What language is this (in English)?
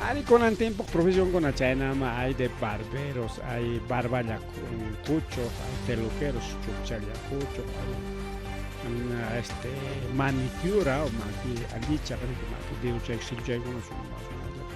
Ayacucho Quechua